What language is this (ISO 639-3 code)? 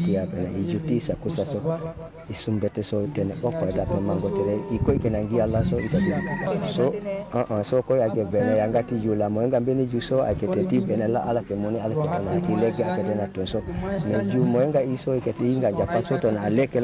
sag